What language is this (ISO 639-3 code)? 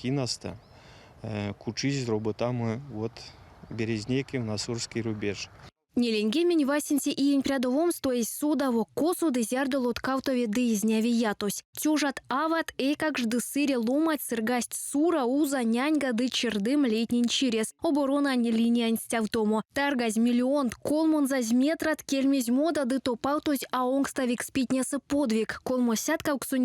myv